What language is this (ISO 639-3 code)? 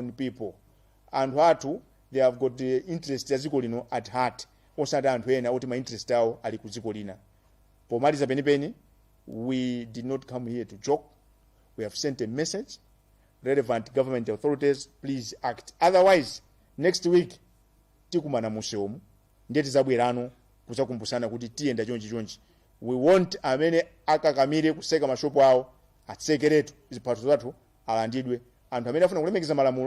nya